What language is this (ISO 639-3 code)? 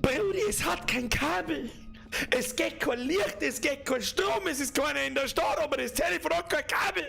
bar